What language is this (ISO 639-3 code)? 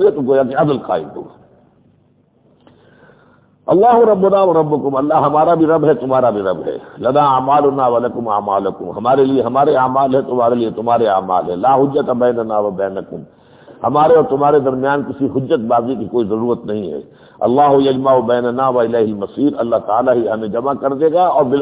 urd